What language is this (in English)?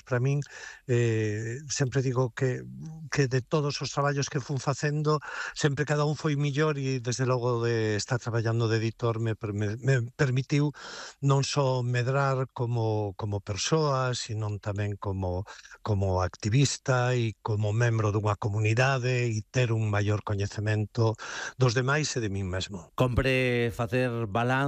Galician